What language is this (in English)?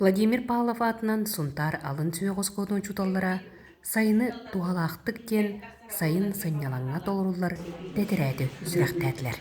Yakut